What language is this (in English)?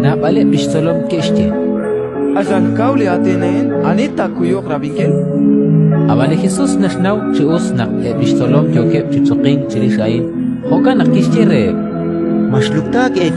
Kekchí